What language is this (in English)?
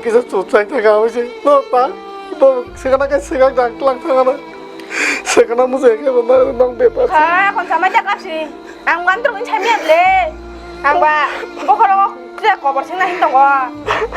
Kok Borok